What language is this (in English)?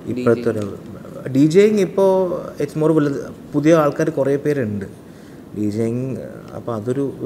Malayalam